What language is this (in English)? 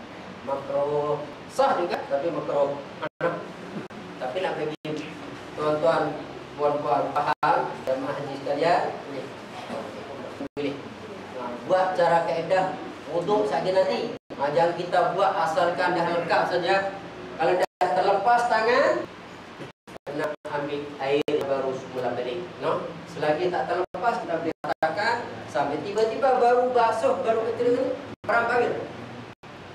Malay